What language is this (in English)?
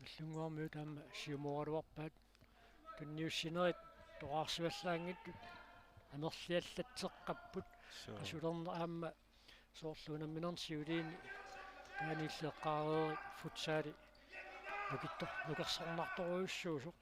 Kalaallisut